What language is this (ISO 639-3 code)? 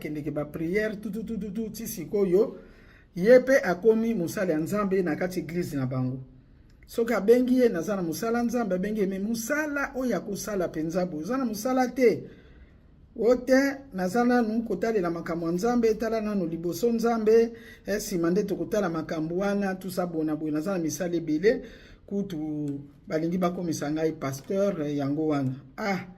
lin